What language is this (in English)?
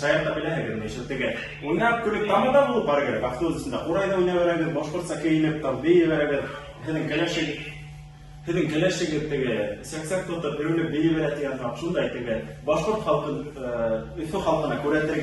Bashkir